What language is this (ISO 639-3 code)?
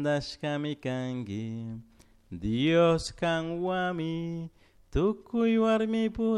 qug